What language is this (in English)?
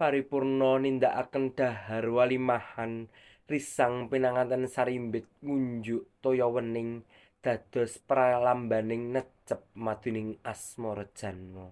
Javanese